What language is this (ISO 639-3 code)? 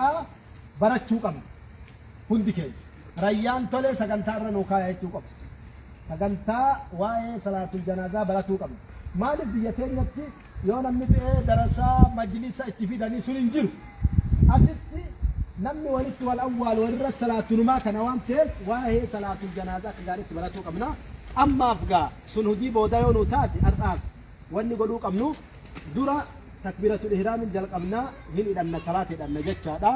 orm